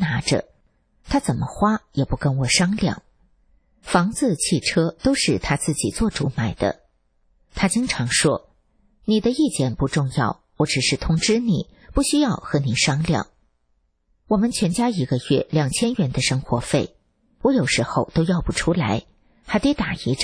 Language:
Chinese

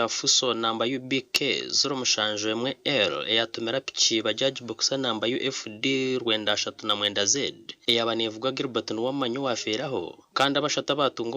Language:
Nyankole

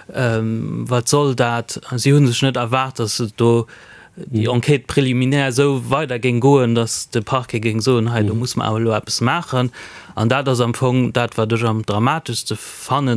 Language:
Luxembourgish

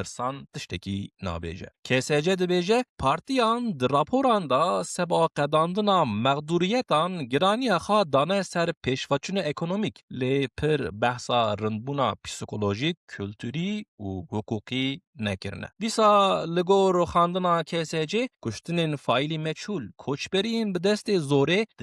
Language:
Kurdish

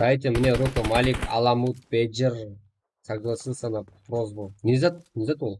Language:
Kara-Kalpak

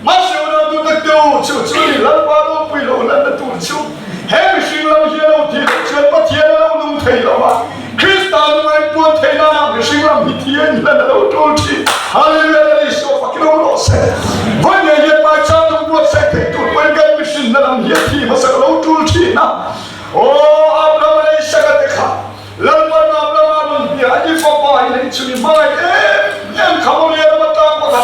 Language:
Mizo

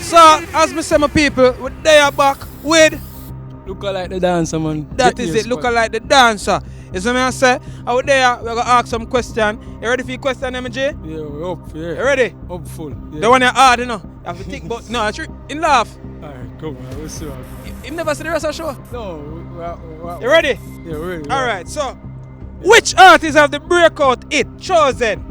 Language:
Jamaican Creole English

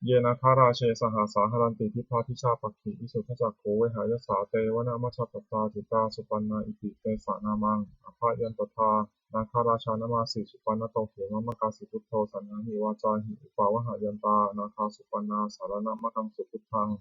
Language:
Pali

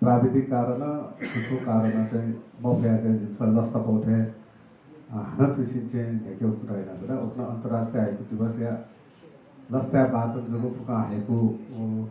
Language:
Newari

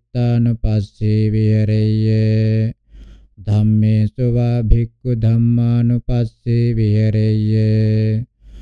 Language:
Pali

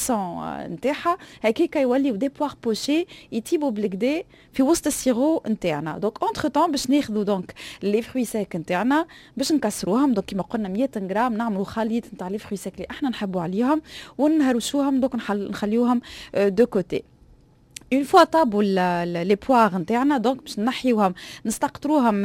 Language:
Tunisian Arabic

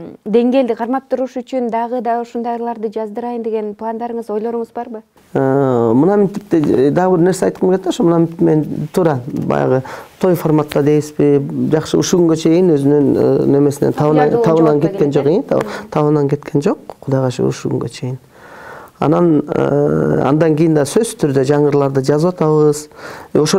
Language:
Kyrgyz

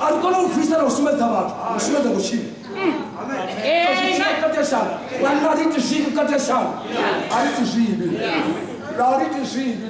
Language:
Venda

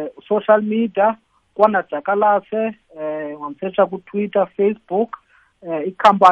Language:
South Ndebele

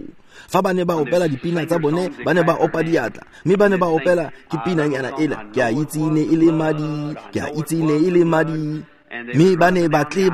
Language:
Tswana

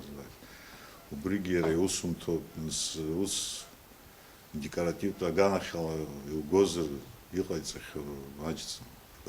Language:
Abkhazian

